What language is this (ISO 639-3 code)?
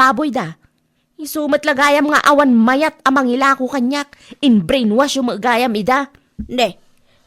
ilo